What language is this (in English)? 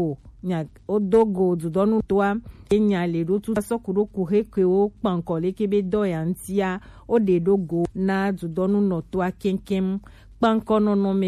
Gen